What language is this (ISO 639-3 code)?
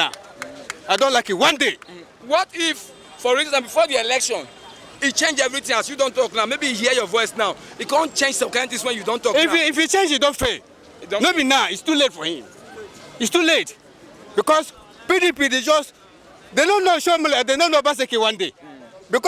pcm